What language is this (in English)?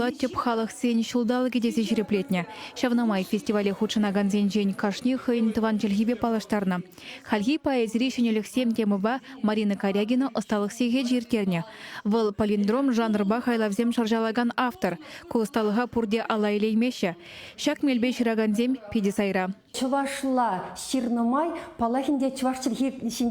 Chuvash